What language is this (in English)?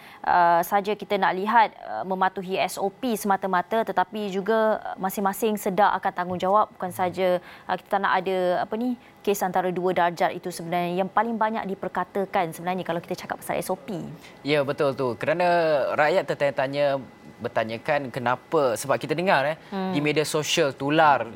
Malay